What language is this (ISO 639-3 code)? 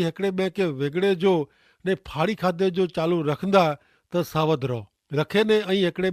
kfr